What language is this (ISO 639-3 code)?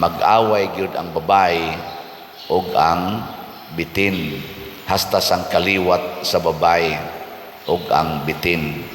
ceb